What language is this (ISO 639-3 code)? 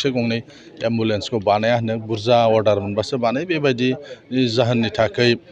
brx